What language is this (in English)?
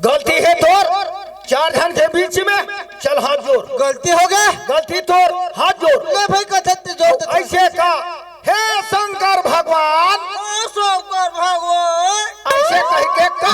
Chhattisgarhi